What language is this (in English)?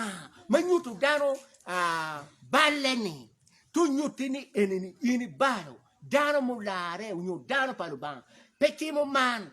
Acoli